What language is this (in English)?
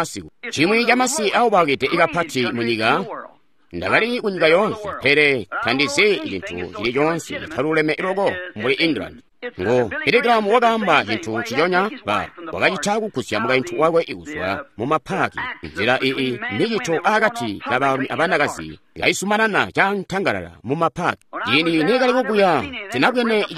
Tonga (Zambia)